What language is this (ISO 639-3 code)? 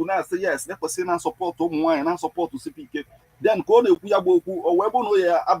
ibo